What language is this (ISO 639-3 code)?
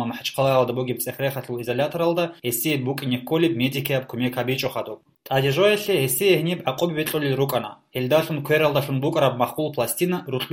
ava